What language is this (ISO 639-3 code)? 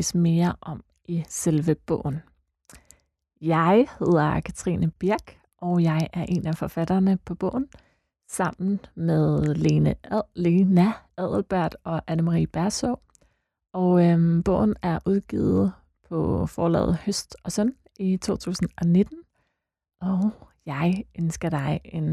dan